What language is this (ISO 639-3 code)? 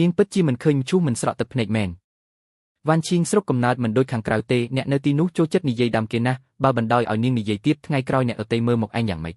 khm